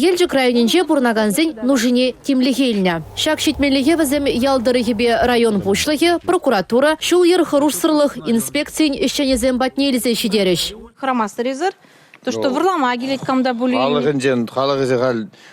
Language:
Chuvash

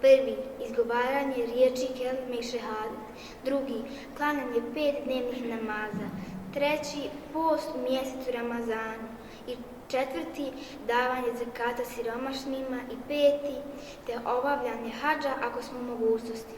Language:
Bosnian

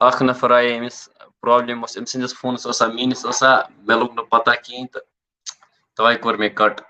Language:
Kashmiri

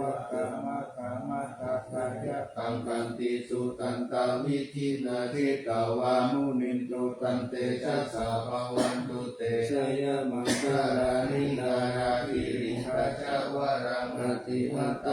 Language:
Pali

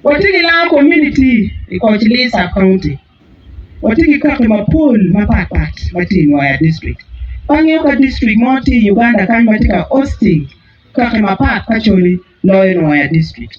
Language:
Acoli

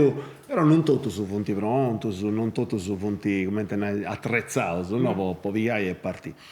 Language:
Sardinian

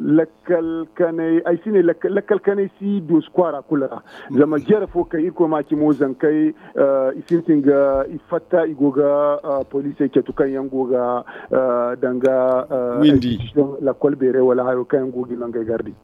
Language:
Zarma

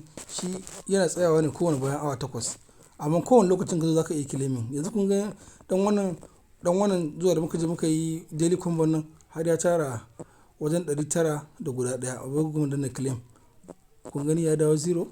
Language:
Hausa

